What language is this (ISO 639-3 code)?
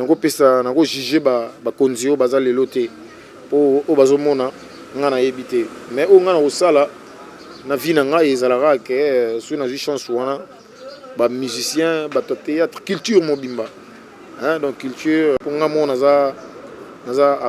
lin